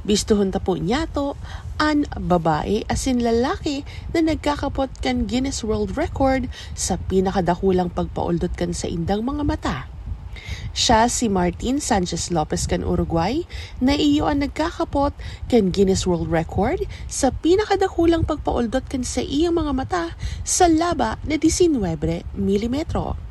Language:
Bikol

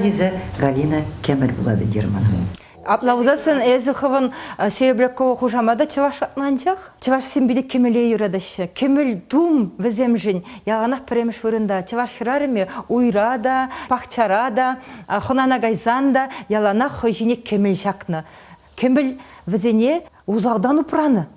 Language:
Chuvash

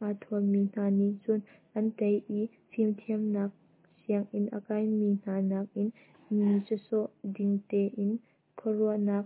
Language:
Hakha Chin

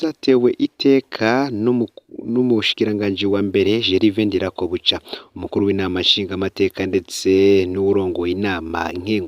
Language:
Rundi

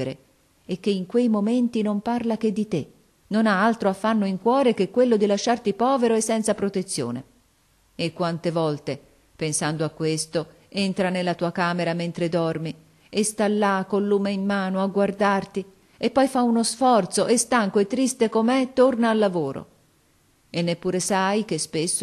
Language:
Italian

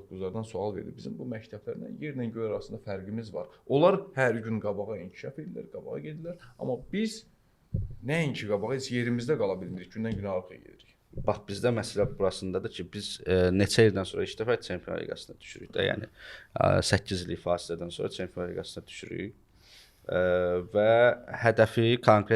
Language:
Azerbaijani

